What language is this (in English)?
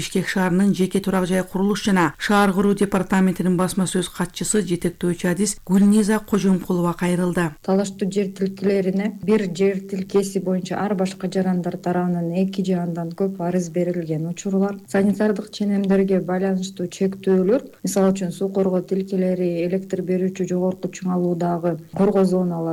Kyrgyz